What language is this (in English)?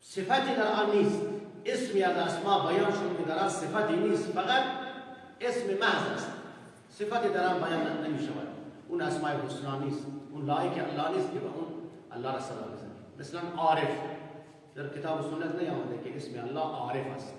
Persian